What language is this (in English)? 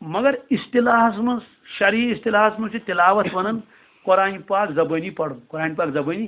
Kashmiri